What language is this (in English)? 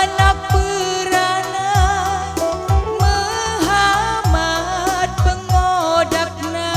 Batak Karo